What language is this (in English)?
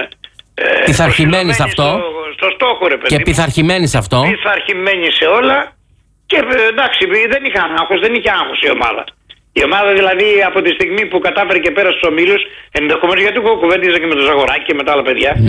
Greek